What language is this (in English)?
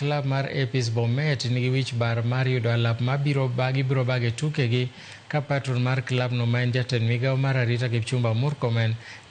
Luo (Kenya and Tanzania)